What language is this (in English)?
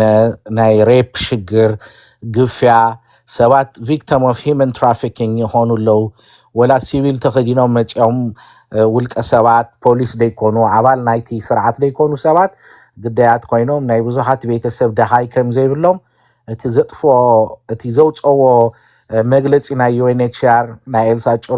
Tigrinya